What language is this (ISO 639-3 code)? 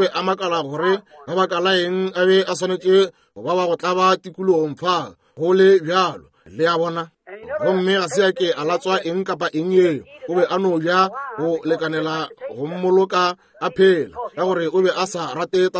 nso